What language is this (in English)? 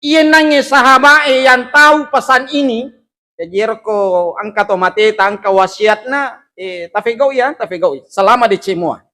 Buginese